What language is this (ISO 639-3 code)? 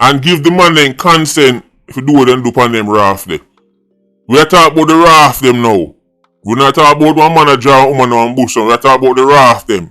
jam